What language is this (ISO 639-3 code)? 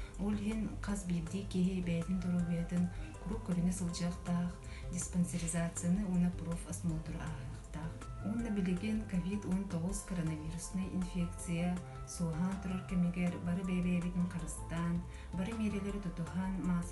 sah